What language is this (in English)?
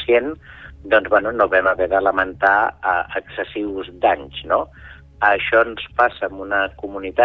Catalan